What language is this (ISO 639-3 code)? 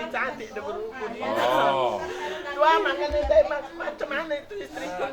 btx